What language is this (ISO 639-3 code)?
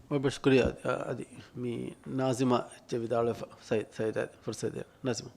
div